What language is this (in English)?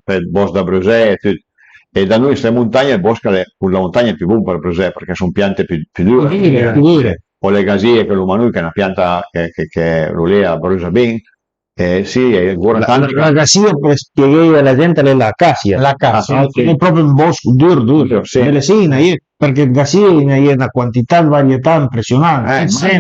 Piedmontese